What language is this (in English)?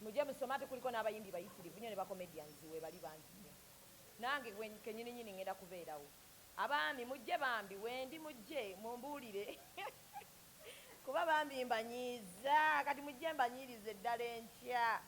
Ganda